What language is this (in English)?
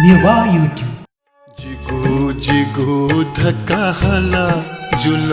Newari